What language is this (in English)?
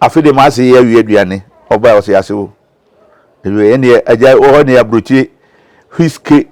Akan